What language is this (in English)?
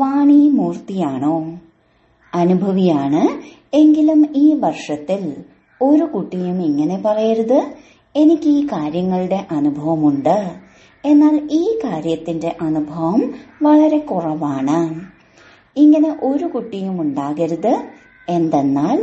Malayalam